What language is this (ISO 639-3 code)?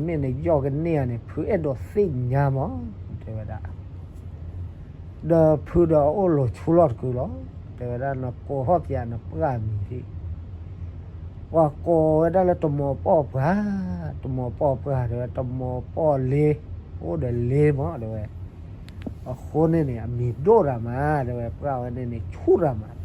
ksw